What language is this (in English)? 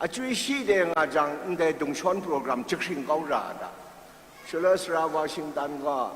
Kachin